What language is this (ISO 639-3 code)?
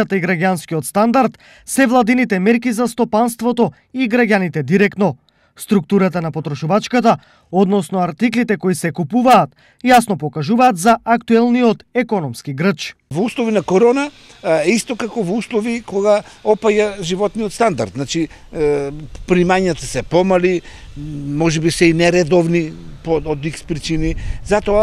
mkd